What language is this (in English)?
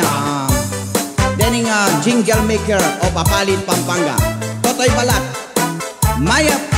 Pampanga